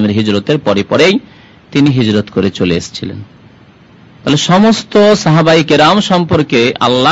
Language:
Bangla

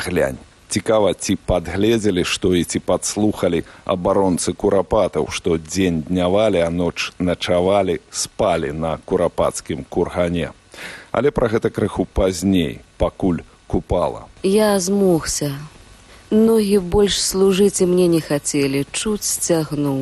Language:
Belarusian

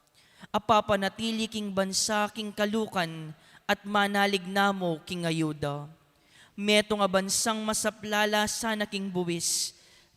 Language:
Pampanga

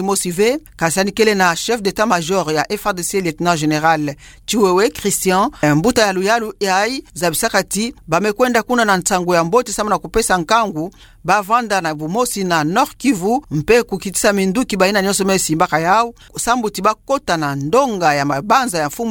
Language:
Kituba (Democratic Republic of Congo)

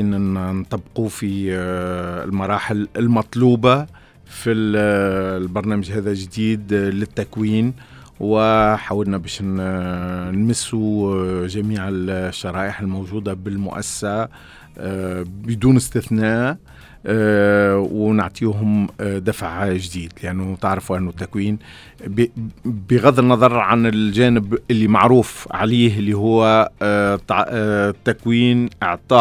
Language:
Tunisian Arabic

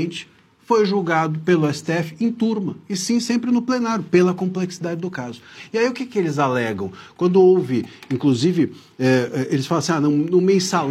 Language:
Portuguese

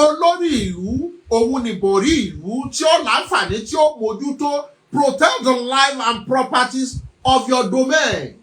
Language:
Yoruba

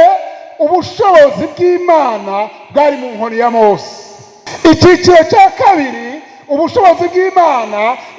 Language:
Rundi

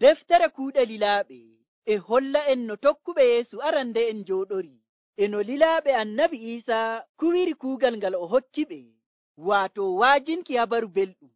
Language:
Nigerian Fulfulde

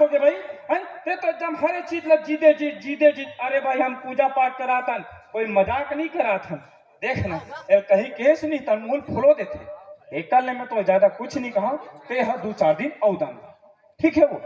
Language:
Chhattisgarhi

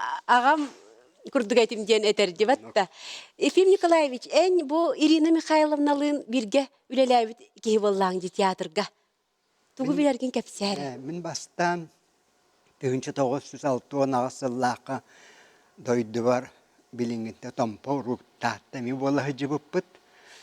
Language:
Yakut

